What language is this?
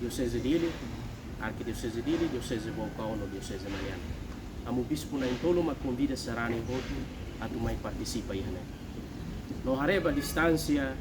Tetum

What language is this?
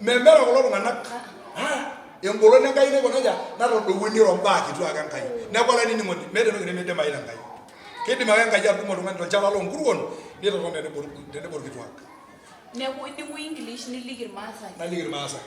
Masai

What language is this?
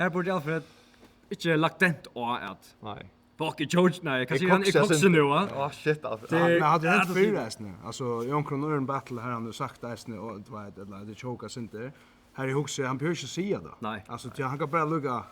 Faroese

